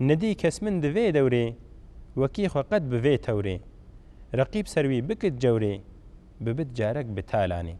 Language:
Kurdish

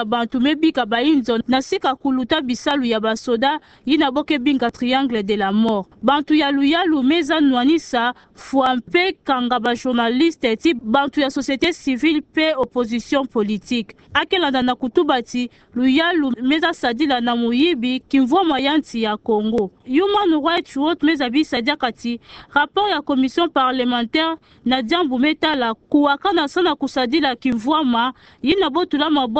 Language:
Kituba (Democratic Republic of Congo)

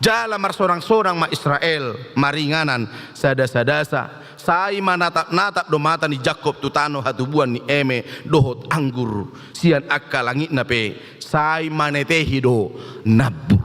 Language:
Batak Toba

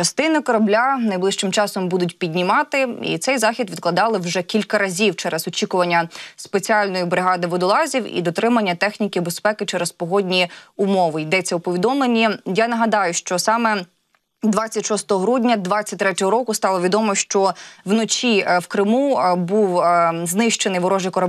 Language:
Ukrainian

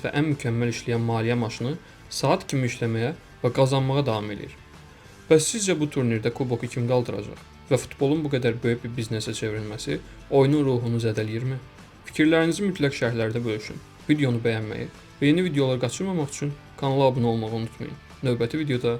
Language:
Azerbaijani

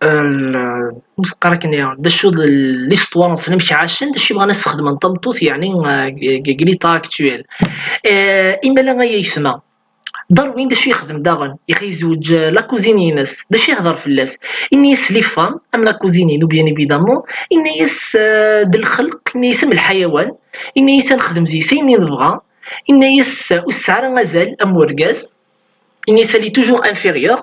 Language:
Kabyle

